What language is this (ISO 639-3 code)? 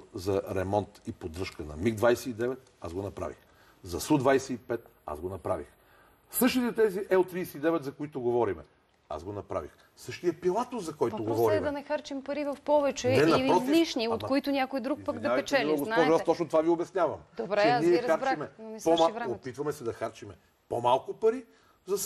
bul